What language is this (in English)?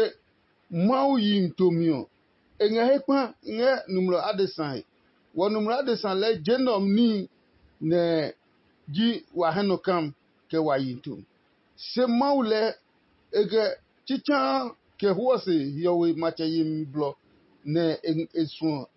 Adangme